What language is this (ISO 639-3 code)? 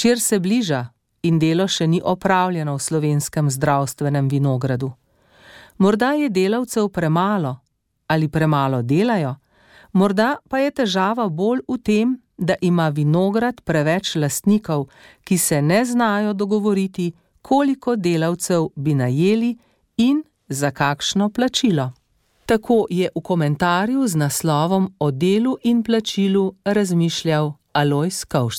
slv